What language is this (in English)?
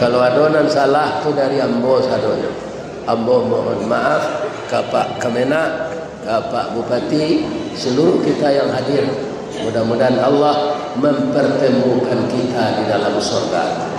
Minangkabau